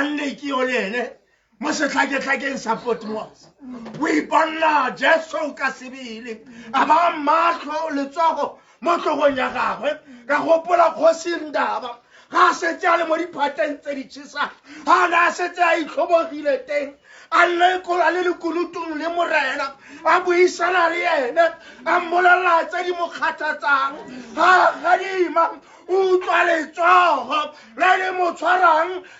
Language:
Tswana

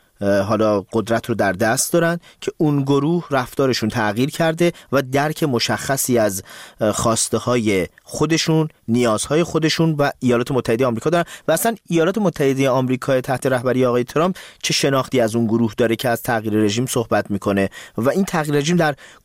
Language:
Persian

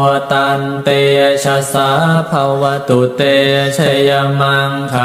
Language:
Pali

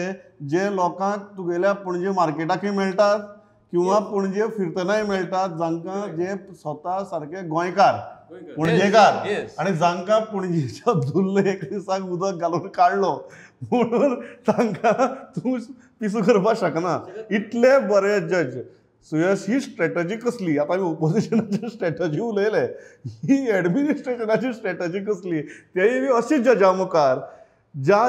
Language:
Konkani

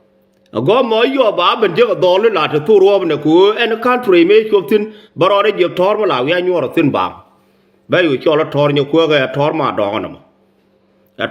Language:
Nuer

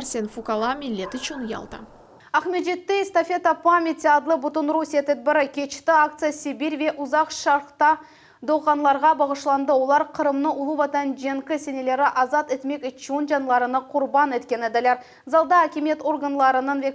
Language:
Crimean Tatar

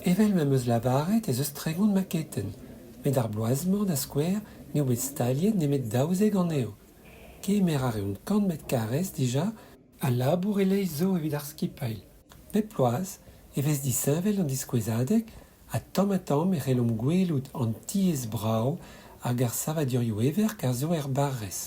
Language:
Breton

